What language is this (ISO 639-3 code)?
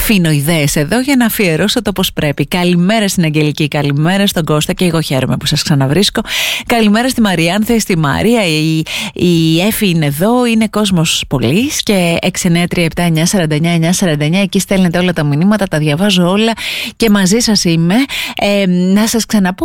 ell